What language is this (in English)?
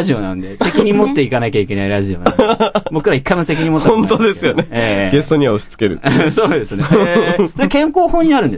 Japanese